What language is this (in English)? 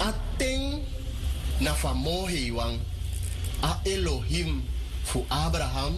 Sranan Tongo